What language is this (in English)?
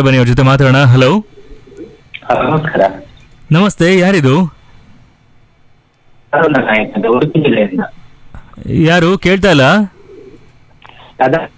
Kannada